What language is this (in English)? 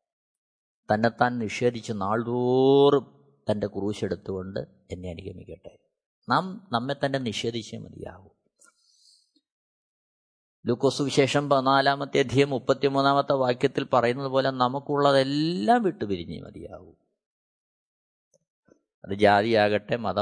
Malayalam